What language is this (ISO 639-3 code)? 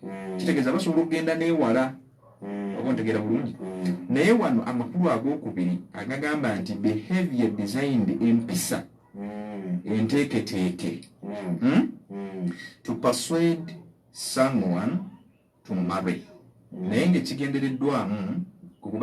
lug